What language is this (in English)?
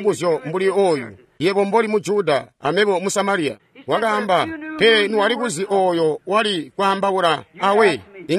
Tonga (Zambia)